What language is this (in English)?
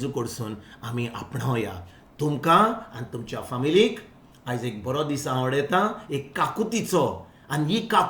Konkani